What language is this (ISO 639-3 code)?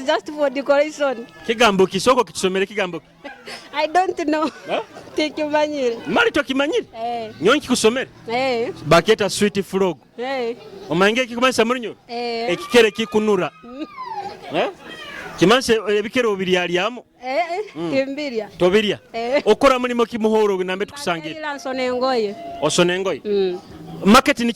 nyo